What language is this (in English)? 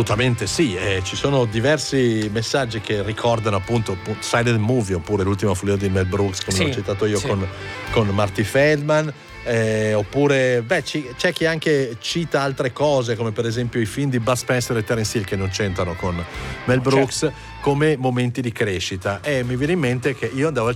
Italian